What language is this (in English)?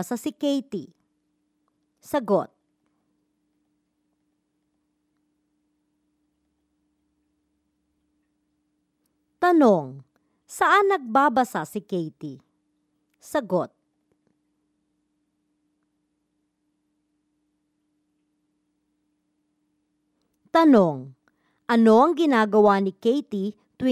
Filipino